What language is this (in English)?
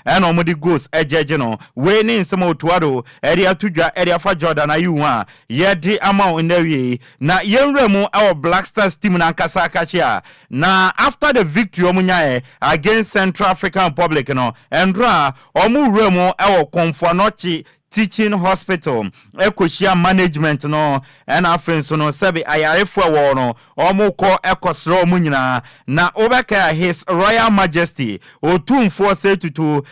Akan